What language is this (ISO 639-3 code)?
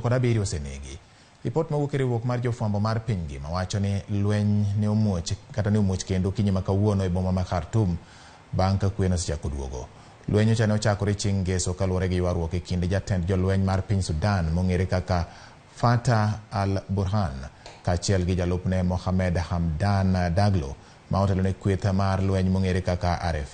luo